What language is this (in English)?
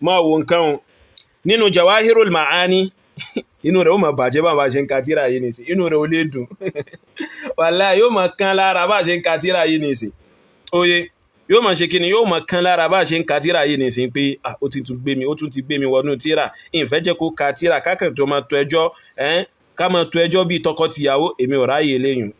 Yoruba